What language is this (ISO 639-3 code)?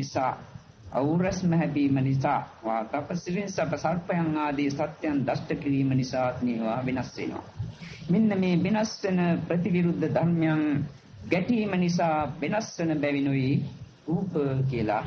sin